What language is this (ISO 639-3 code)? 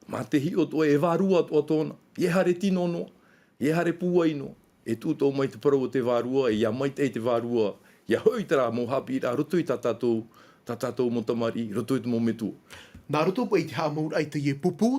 tah